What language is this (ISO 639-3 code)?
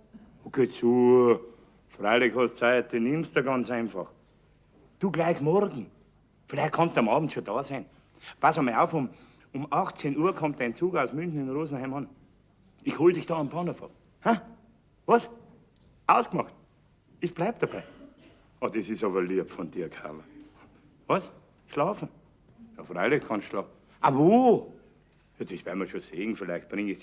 bar